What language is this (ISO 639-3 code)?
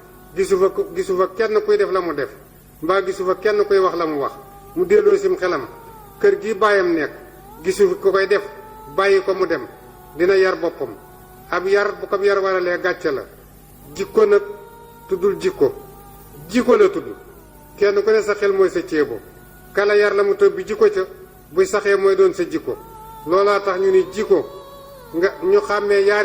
wol